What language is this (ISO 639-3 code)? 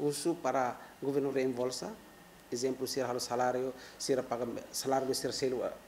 tet